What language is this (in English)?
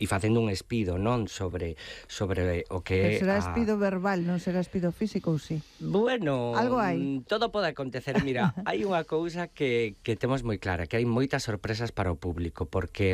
Galician